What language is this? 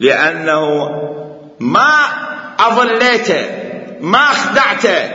Mesopotamian Arabic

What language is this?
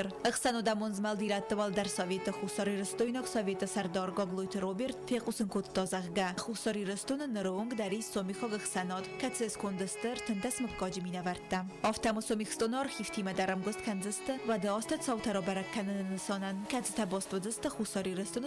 Ossetic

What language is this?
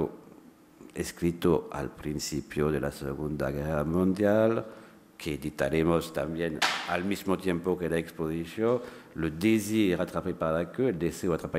Spanish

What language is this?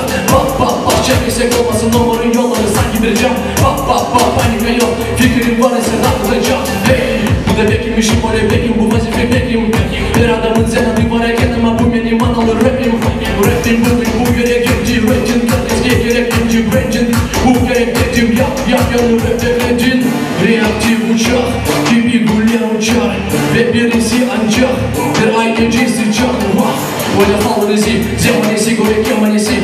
Crimean Tatar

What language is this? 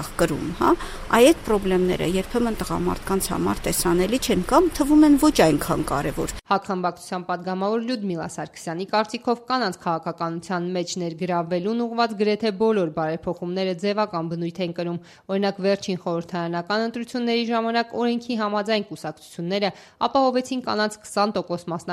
Armenian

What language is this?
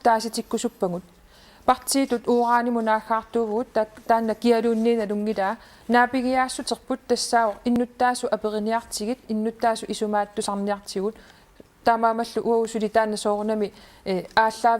Kalaallisut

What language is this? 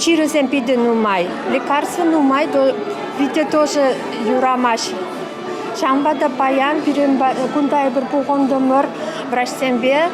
Chuvash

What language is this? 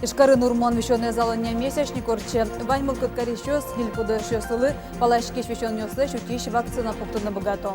Udmurt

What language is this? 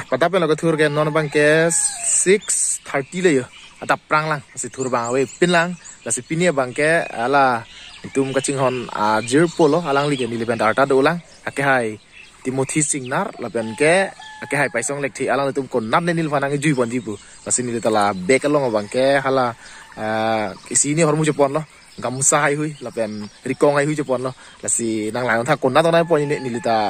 Karbi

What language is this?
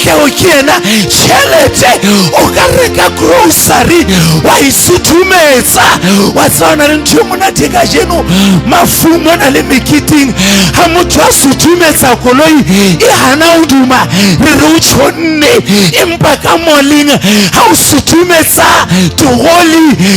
Southern Sotho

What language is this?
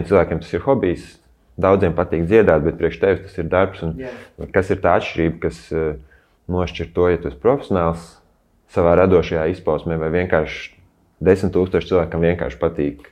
Latvian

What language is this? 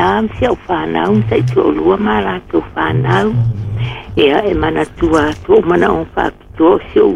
Samoan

